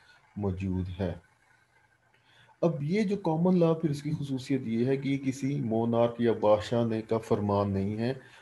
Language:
Urdu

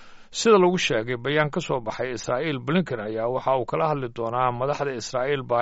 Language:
Somali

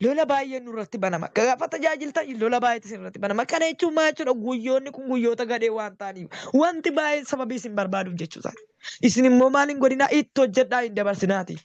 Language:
Oromo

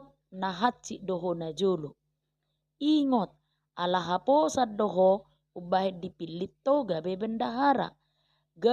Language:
Batak Toba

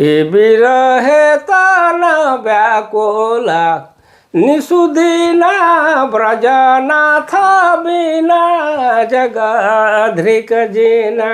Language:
Sadri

